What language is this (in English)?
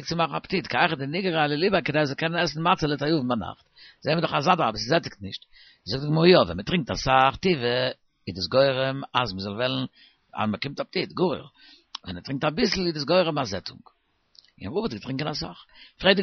Yiddish